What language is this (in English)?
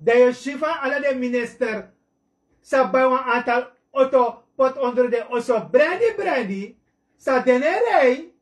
Sranan Tongo